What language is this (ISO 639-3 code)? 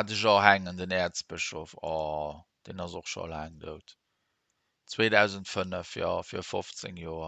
ltz